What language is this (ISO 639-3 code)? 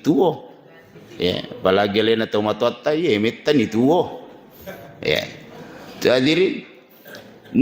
bug